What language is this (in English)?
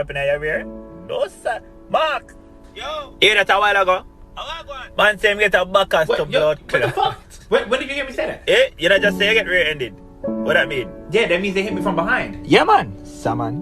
Jamaican Creole English